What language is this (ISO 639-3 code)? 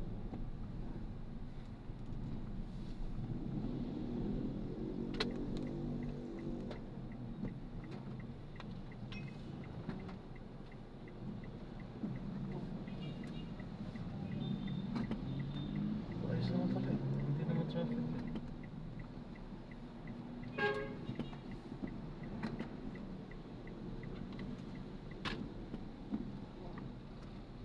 fil